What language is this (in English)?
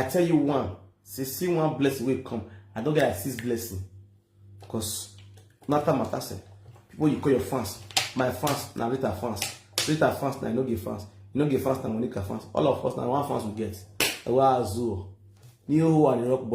Nigerian Pidgin